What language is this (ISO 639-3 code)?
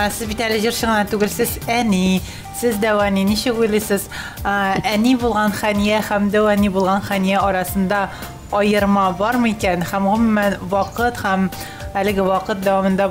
tat